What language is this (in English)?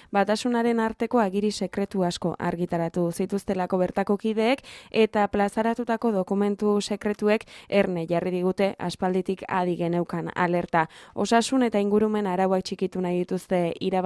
Basque